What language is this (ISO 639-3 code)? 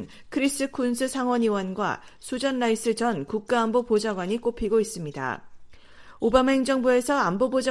kor